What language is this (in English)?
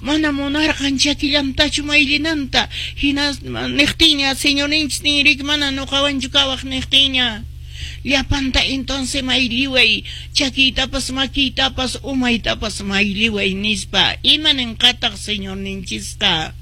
Quechua